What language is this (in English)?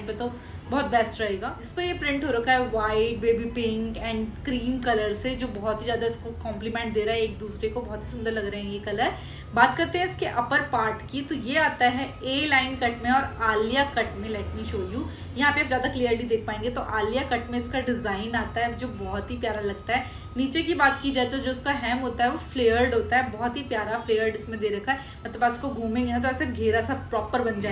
Hindi